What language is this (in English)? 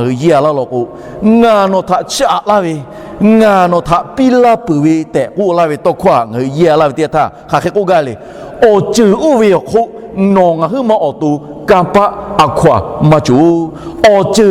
Lahu